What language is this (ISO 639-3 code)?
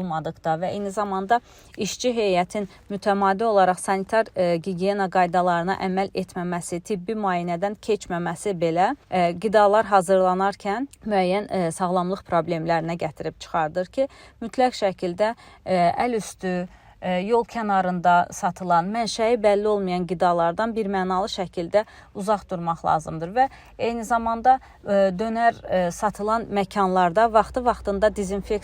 aze